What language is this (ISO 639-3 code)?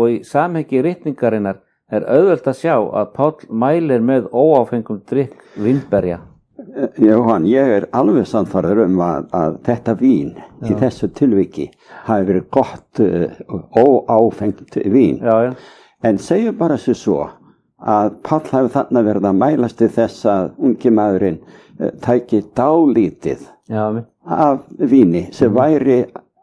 isl